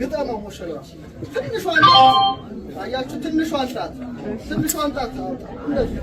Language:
Amharic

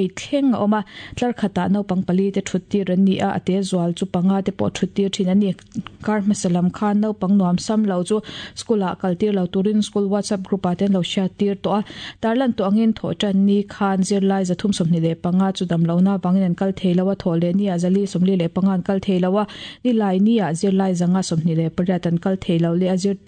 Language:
Mizo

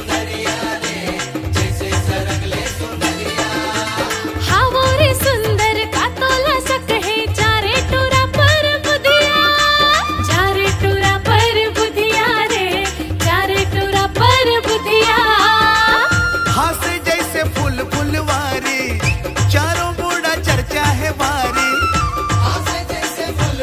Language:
Chhattisgarhi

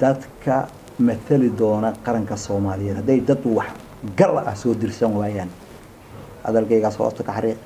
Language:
Somali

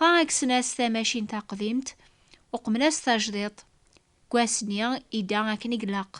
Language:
Kabyle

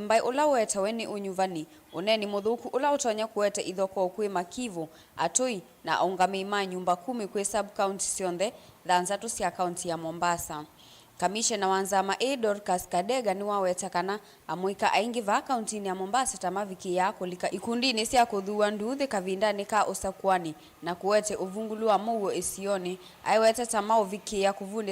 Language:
Kamba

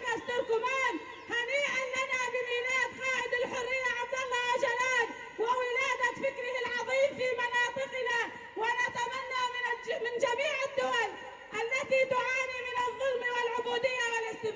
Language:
Kurdish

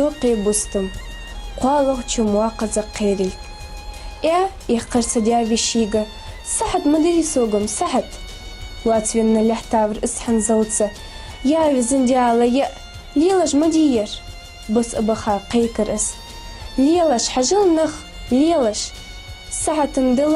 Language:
Ingush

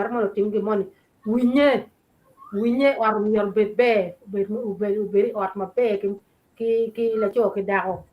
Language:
Acoli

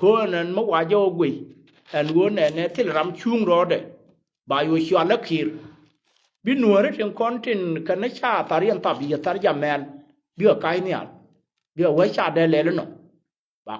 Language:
Nuer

